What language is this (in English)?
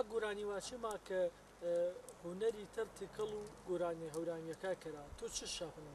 Gurani